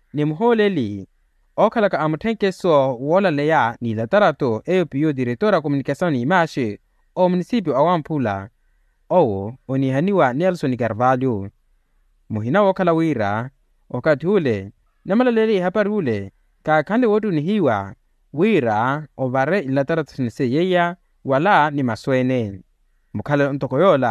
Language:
Makhuwa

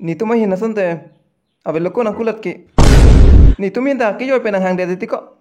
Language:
Karbi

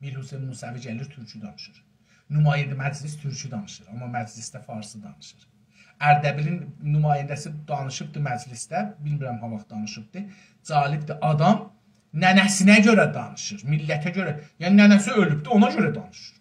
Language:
South Azerbaijani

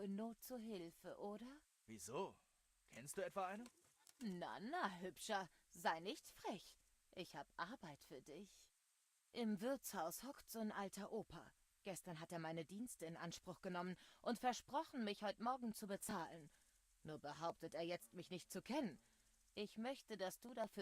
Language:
Swiss German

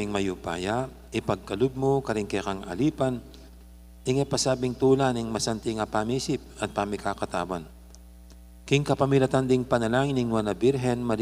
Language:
Pampanga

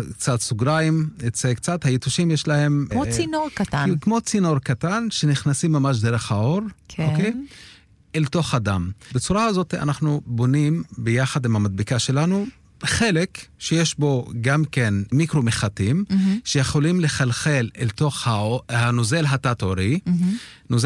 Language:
Hebrew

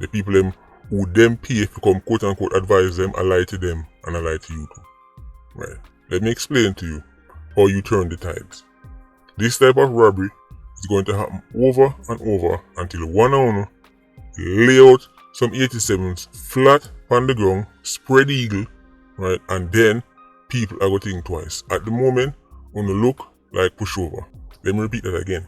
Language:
Jamaican Creole English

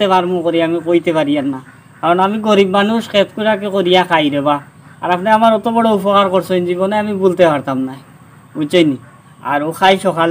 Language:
Sylheti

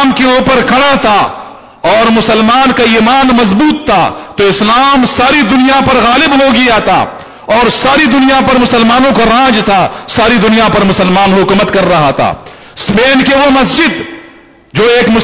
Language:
Urdu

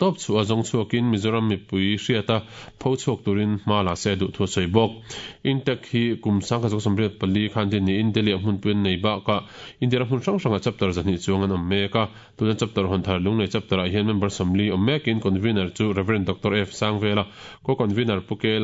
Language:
Mizo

